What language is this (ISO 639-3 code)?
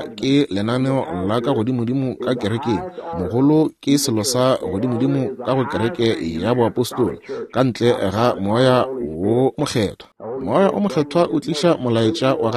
nso